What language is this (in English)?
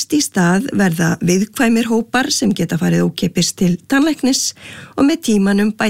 Icelandic